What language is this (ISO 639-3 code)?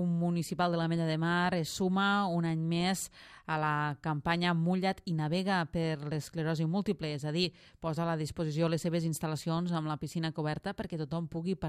cat